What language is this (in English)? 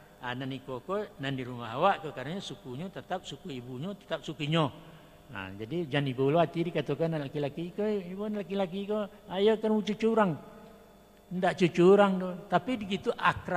Minangkabau